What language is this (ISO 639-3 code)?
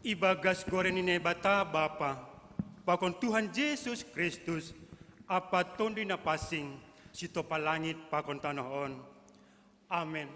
bts